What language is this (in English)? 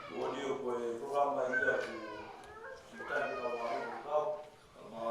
Tongan